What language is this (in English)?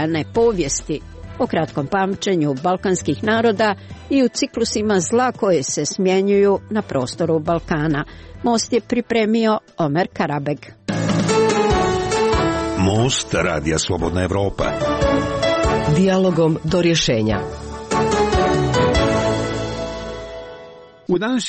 Croatian